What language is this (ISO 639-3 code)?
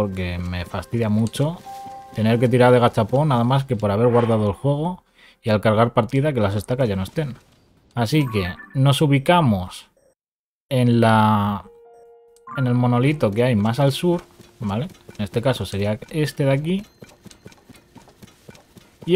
spa